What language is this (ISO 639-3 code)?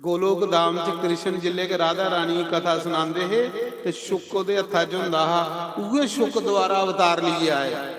doi